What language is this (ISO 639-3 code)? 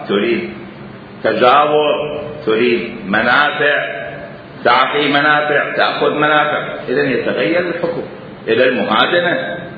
acm